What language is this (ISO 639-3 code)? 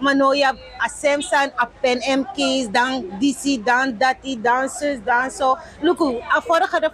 srn